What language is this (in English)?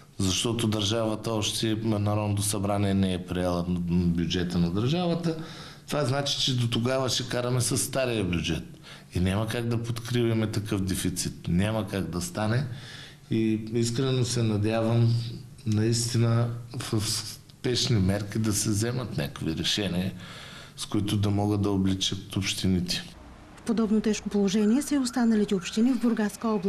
Bulgarian